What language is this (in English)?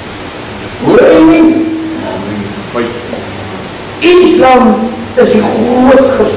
Afrikaans